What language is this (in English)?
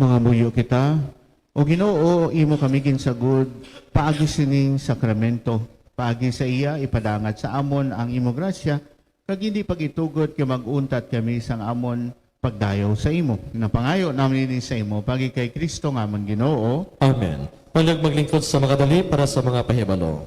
Hiligaynon